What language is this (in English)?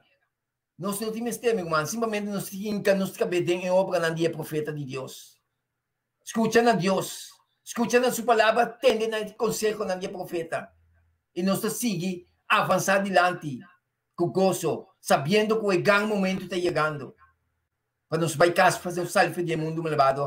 Papiamento